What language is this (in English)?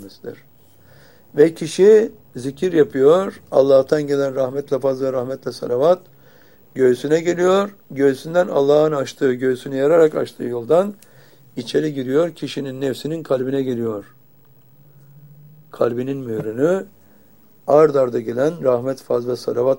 Turkish